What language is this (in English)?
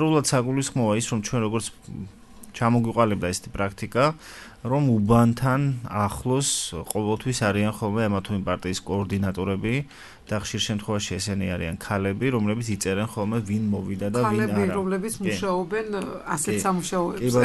Georgian